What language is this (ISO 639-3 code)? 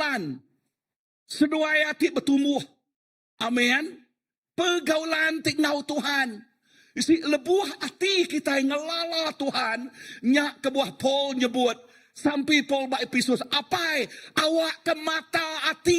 iba